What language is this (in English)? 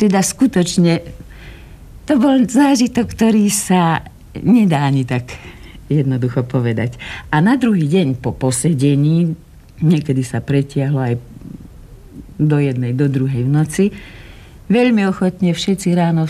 Slovak